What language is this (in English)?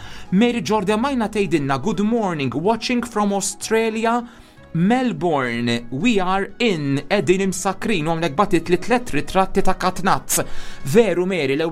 Maltese